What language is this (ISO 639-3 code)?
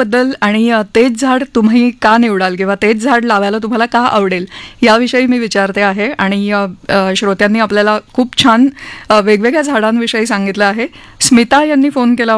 mar